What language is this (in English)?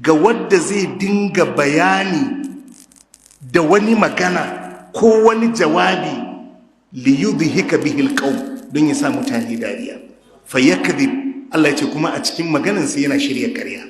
Hausa